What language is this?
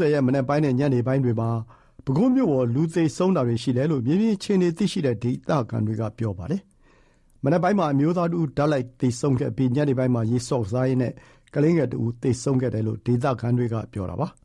Burmese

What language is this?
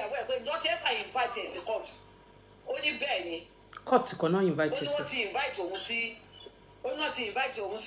Yoruba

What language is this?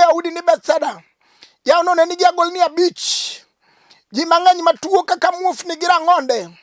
Luo (Kenya and Tanzania)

